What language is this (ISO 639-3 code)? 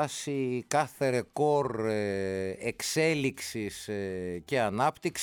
ell